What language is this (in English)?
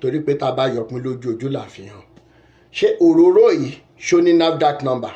Yoruba